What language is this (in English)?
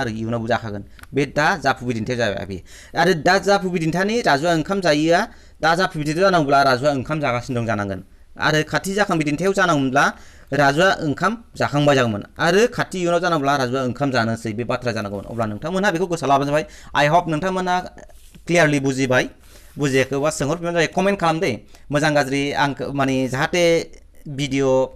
Bodo